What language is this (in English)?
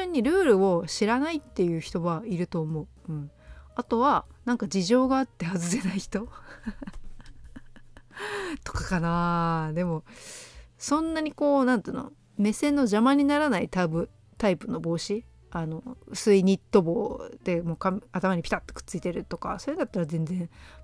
Japanese